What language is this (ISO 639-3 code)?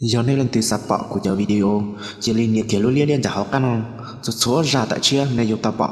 hmn